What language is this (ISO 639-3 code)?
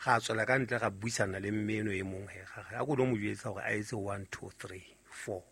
sot